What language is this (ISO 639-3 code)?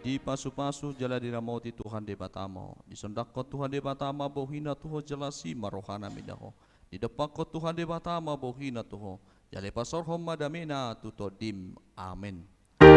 bbc